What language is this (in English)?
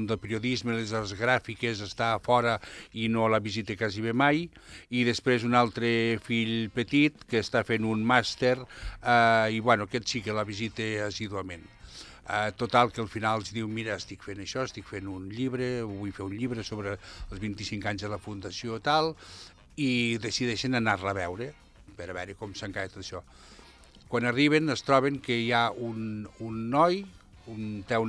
Catalan